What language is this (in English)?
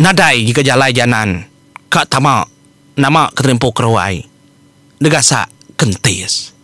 Iban